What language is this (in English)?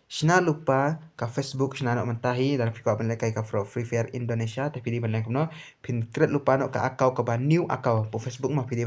Khasi